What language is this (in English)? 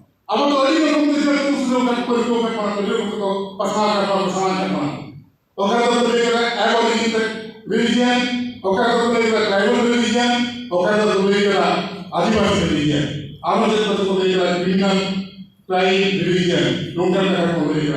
Santali